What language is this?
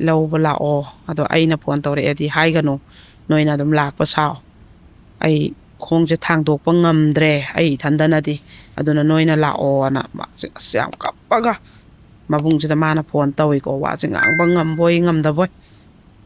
Manipuri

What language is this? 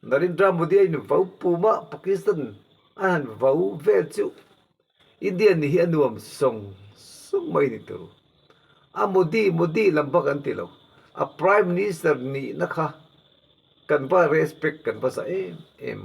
Mizo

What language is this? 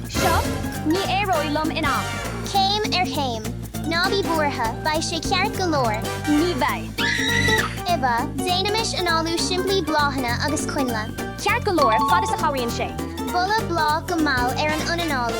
Irish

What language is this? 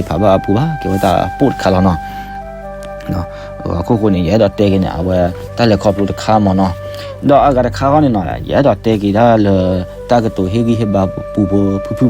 S'gaw Karen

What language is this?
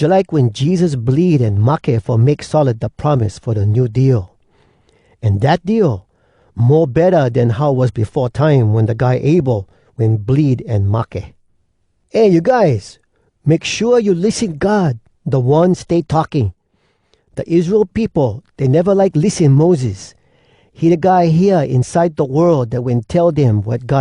Hawai'i Creole English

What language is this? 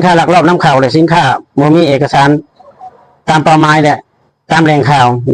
Lao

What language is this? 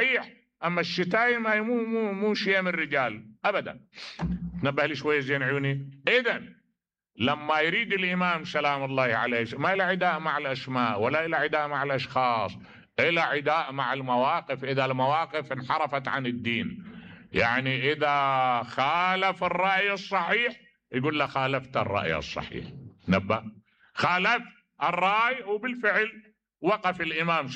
Mesopotamian Arabic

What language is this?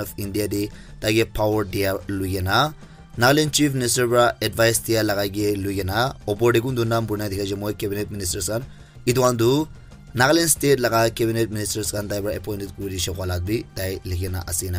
Naga Pidgin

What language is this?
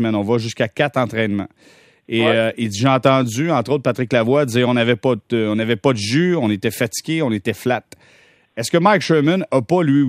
French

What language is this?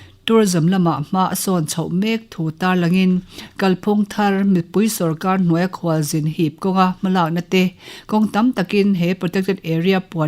Mizo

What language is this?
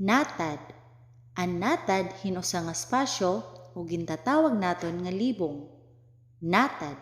Waray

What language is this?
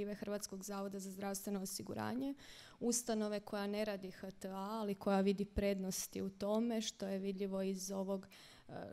Croatian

